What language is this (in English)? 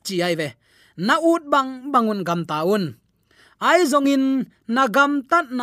Tedim Chin